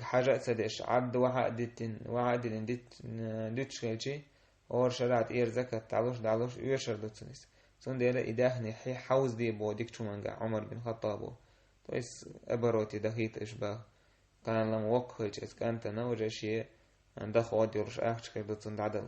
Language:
Chechen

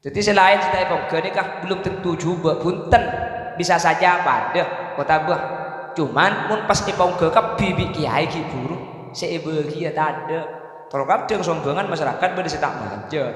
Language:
Madurese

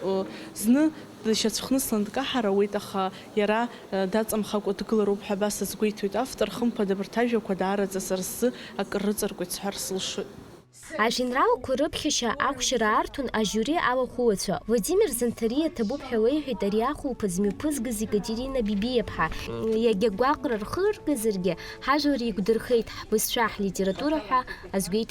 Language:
Abkhazian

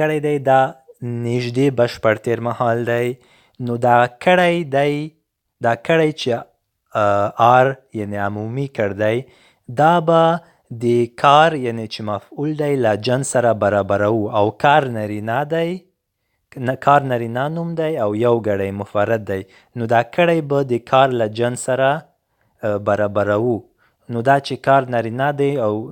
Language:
Pashto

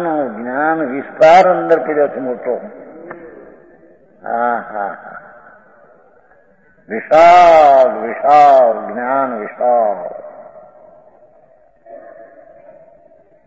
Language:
Gujarati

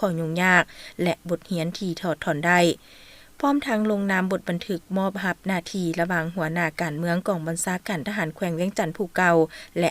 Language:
Lao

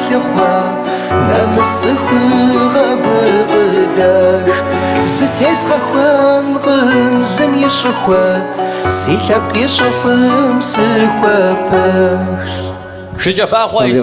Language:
Kabardian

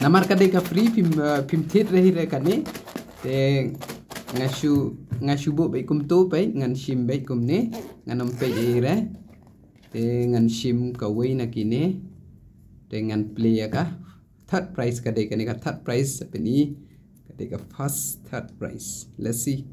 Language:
Khasi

